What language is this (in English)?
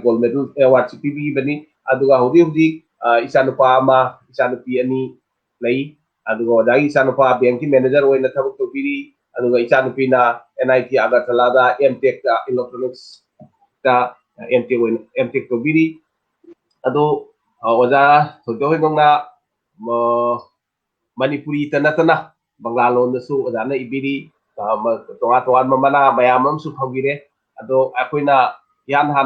Manipuri